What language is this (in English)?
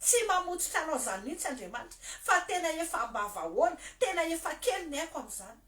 Malagasy